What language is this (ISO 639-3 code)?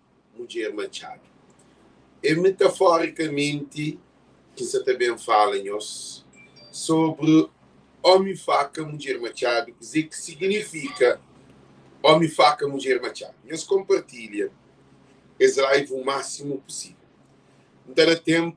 kea